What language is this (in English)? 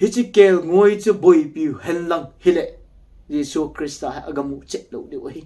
Thado Chin